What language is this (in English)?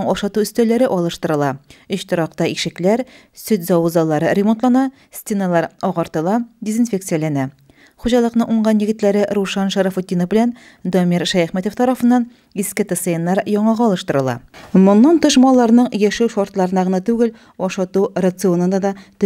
Tatar